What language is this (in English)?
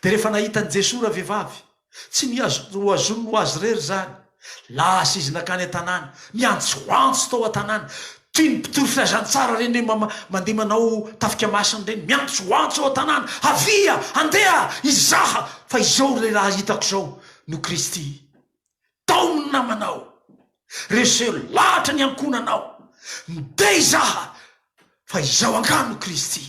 Malagasy